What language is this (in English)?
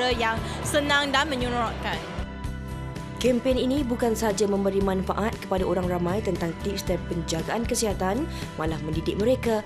Malay